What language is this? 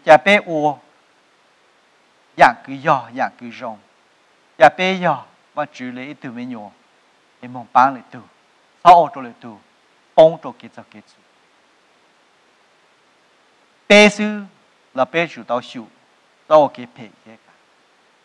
Vietnamese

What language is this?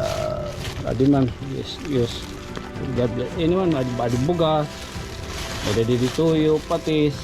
Waray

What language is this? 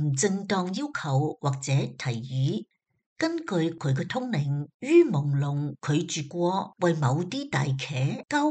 Cantonese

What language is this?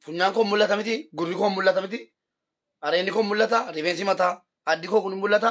Oromo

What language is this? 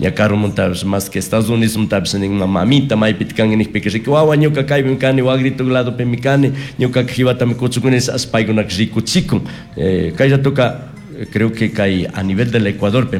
Chimborazo Highland Quichua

